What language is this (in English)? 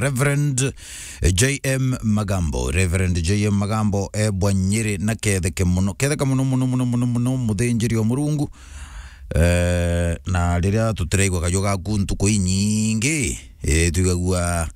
Meru